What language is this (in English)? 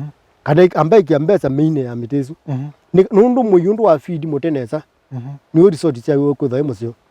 Kamba